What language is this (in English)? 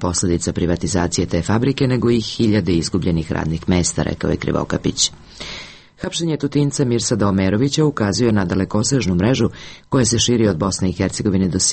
Serbian